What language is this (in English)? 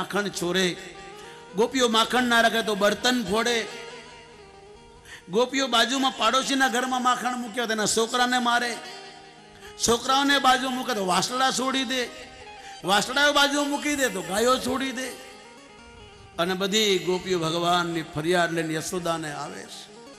Gujarati